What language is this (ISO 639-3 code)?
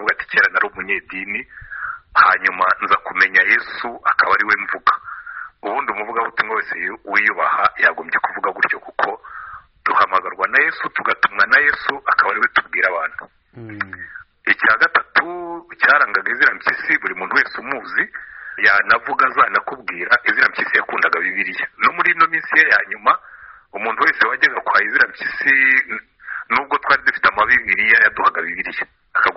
kin